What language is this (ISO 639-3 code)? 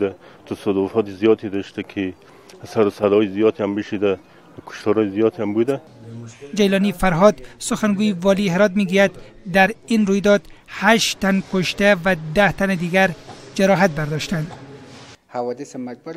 tgk